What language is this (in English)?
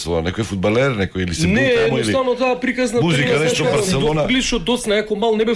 Macedonian